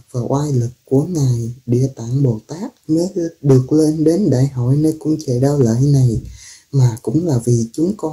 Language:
Vietnamese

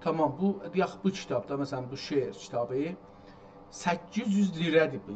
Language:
South Azerbaijani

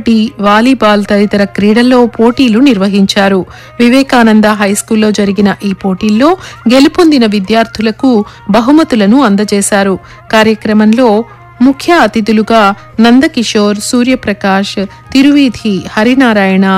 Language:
Telugu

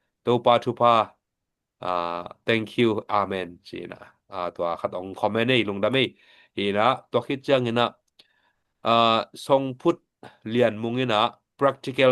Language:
Tedim Chin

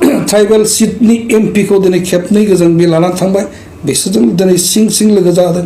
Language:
Bodo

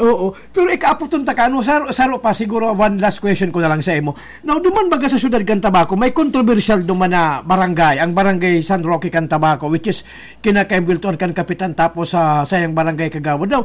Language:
Bikol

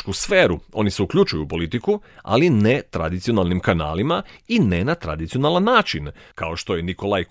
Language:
Croatian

